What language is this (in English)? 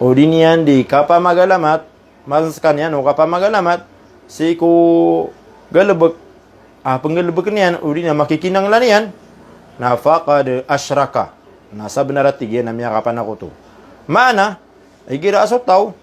Maranao